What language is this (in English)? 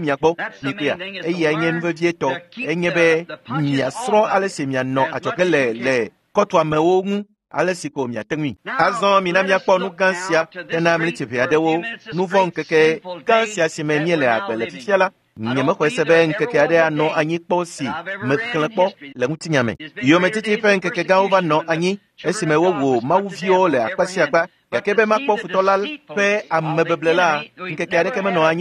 Ewe